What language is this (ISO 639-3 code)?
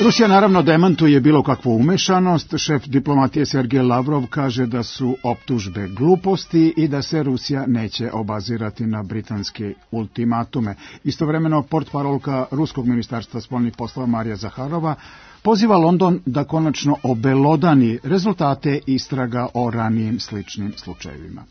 srp